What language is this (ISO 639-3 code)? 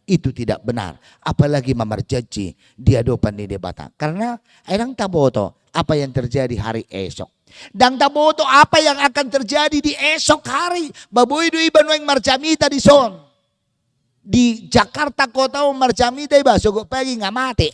bbc